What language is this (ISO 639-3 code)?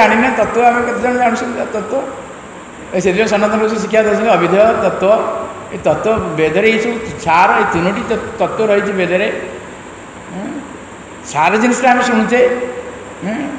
ori